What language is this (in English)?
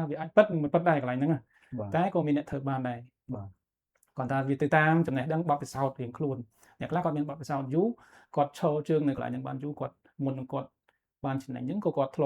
Khmer